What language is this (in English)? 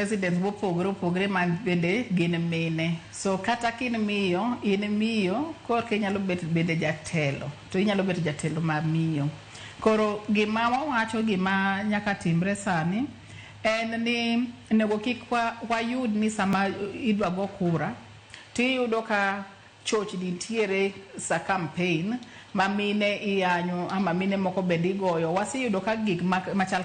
Luo (Kenya and Tanzania)